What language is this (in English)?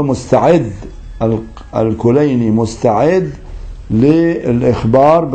Arabic